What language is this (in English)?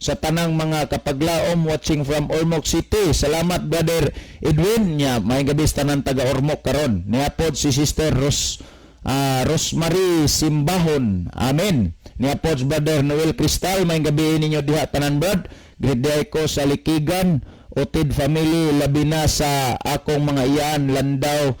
Cebuano